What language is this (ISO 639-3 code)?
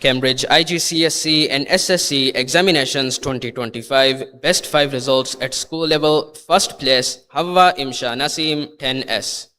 div